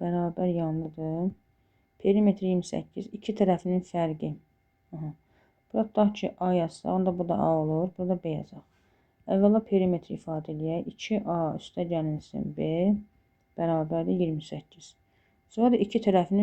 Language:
Azerbaijani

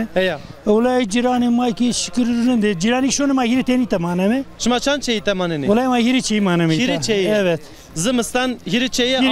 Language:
Zaza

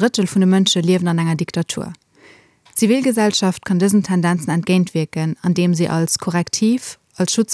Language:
Luxembourgish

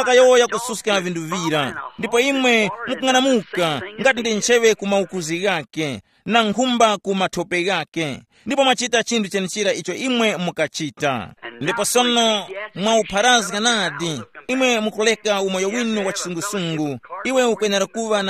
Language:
Tumbuka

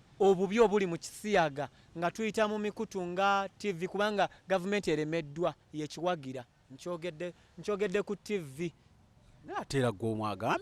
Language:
Ganda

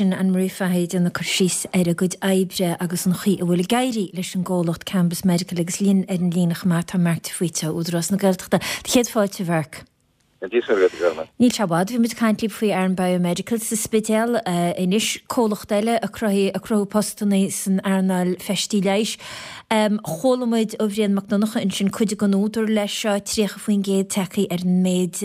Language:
Irish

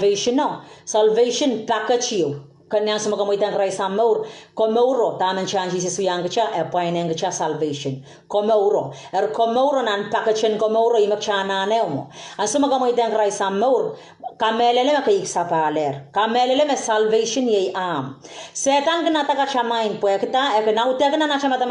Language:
Pohnpeian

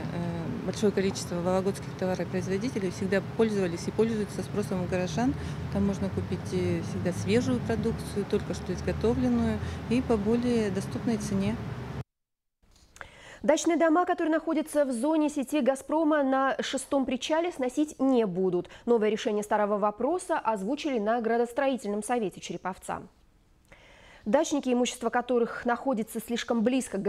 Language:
Russian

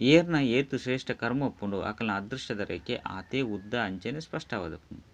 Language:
Tulu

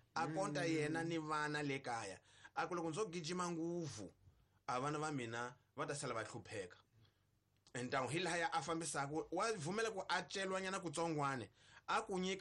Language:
Tsonga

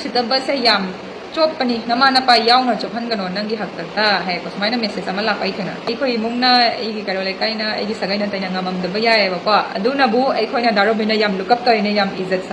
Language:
Manipuri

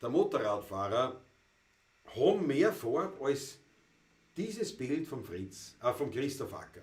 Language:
Bavarian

